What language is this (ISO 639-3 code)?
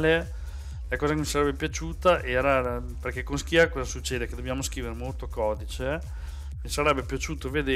ita